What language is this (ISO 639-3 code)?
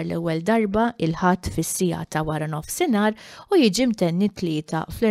mlt